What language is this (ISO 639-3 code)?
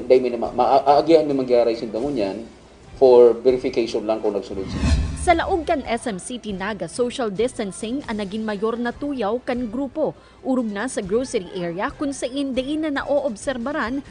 bik